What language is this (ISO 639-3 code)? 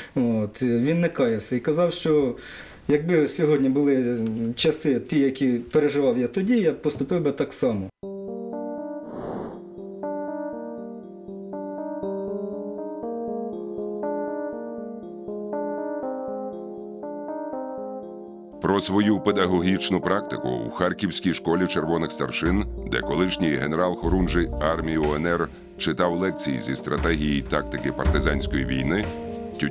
ukr